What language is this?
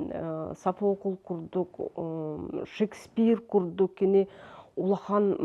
Yakut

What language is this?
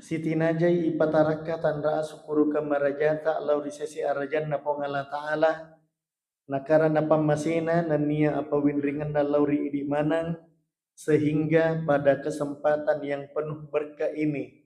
Buginese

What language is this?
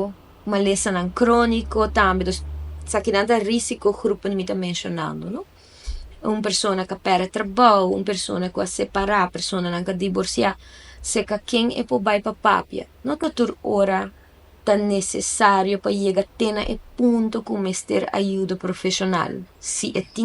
Papiamento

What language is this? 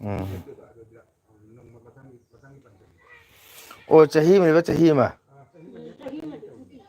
Manipuri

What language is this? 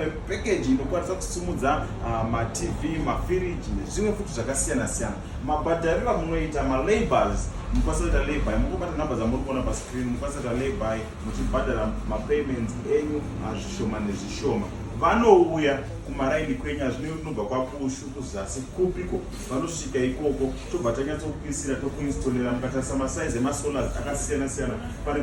Shona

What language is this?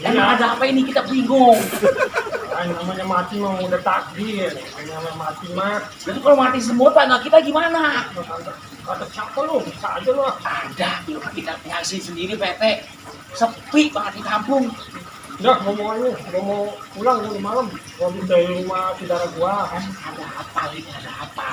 Betawi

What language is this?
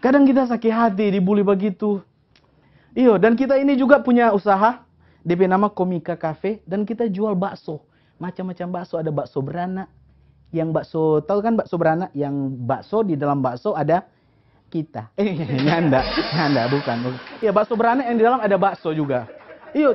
Manado Malay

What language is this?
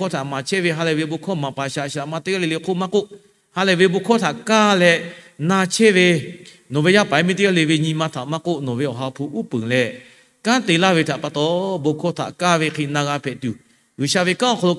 Lahu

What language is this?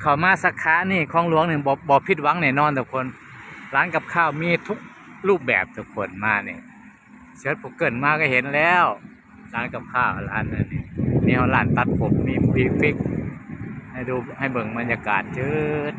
Lao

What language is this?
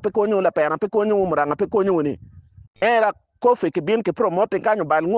Acoli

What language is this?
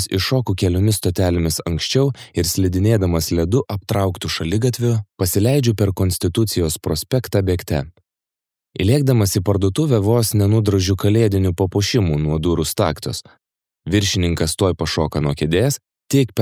Lithuanian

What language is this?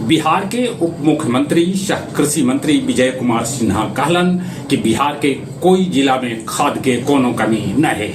Magahi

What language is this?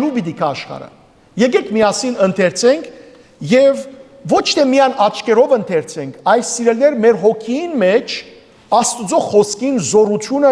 Western Armenian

